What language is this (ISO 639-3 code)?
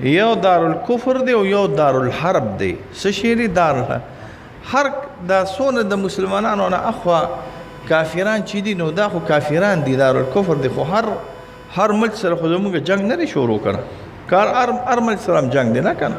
pus